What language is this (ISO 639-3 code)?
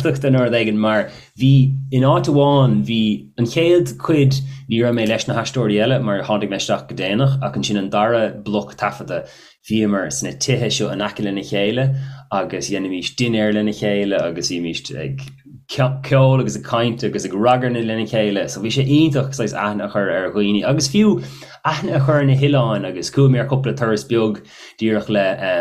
gle